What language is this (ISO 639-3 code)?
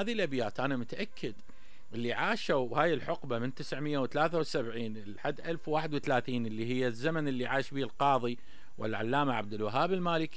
acm